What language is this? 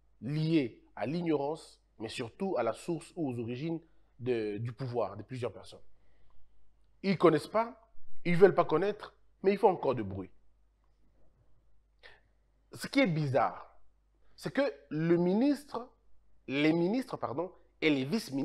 French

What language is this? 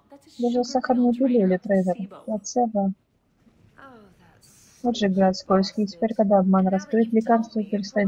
Russian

